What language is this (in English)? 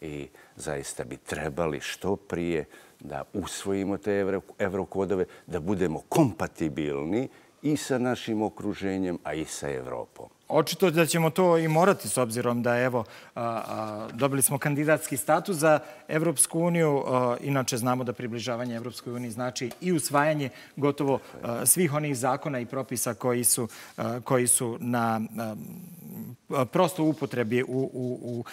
Bosnian